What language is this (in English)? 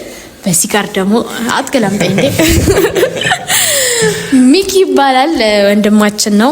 Amharic